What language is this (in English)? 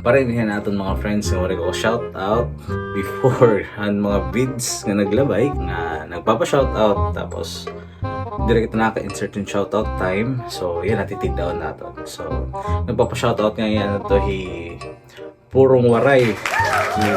Waray